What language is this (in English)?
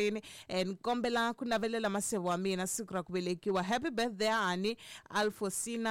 Tsonga